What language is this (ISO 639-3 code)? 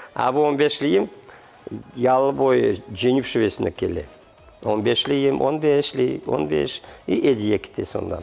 crh